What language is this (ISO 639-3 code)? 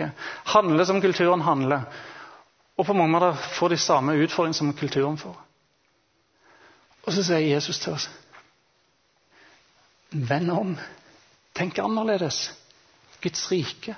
nor